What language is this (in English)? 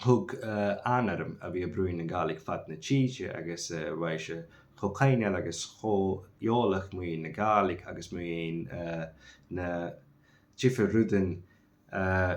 Scottish Gaelic